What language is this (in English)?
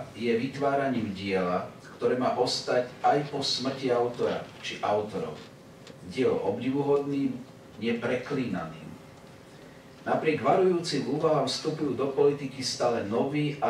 Slovak